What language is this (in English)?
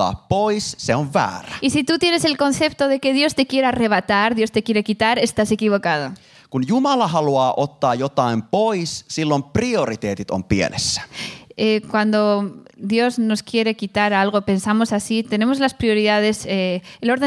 Finnish